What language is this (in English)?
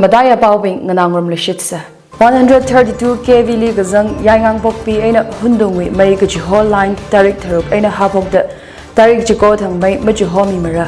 Tangkhul Naga (India)